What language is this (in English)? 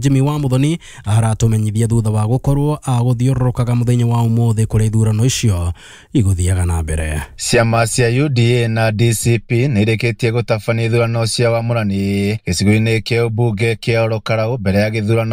Kikuyu